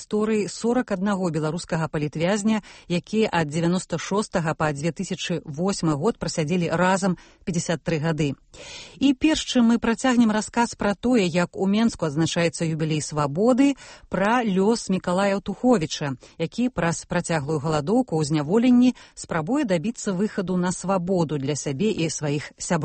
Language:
Belarusian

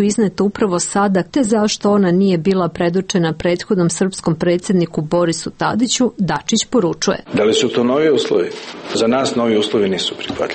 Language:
Serbian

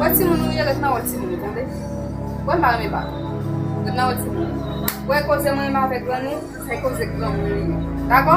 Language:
Haitian Creole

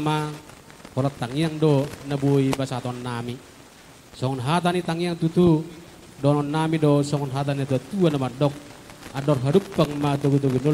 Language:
Batak Toba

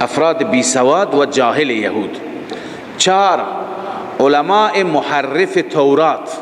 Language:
Persian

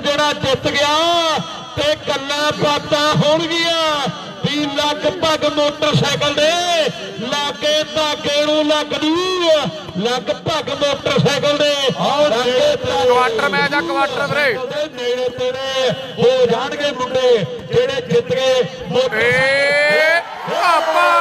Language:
Punjabi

